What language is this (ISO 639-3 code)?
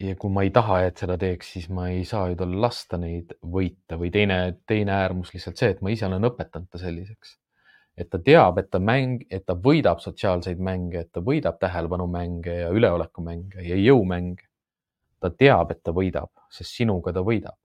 est